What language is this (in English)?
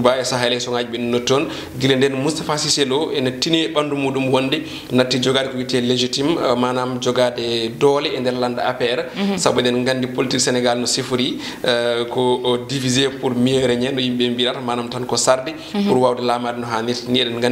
Fula